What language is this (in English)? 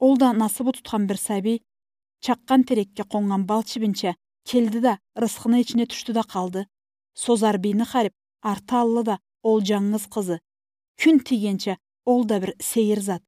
Karachay-Balkar